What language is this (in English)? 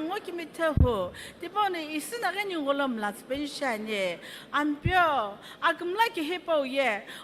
Sumi Naga